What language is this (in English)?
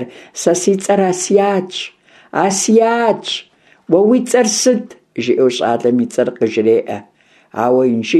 Kabardian